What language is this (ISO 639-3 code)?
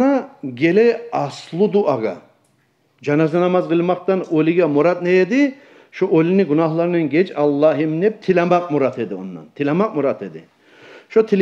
kum